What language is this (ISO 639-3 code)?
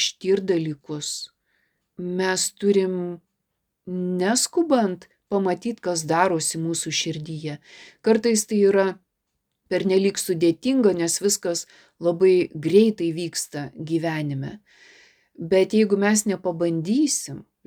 lit